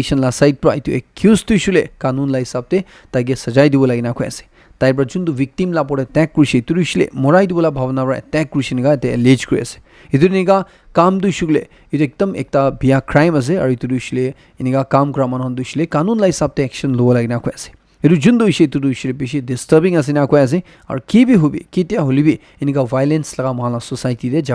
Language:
Naga Pidgin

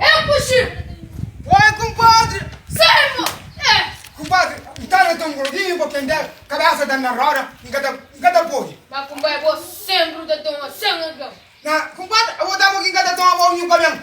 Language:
Kabuverdianu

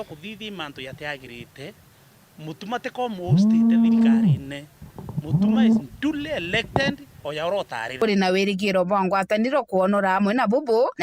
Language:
Meru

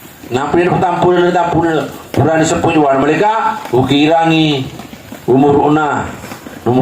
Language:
Buginese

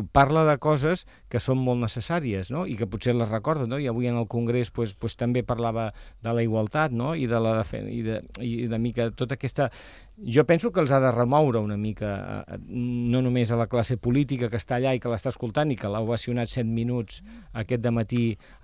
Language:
Catalan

